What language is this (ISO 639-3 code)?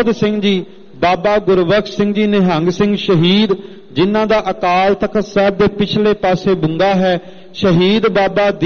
pan